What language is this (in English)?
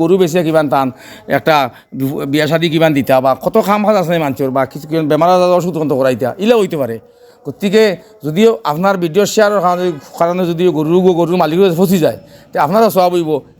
Sylheti